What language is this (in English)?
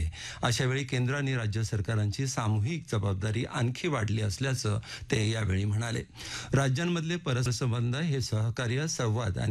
Marathi